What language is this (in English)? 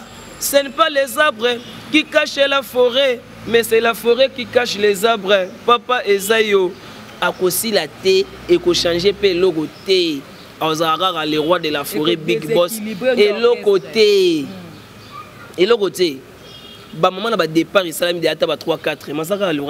Lingala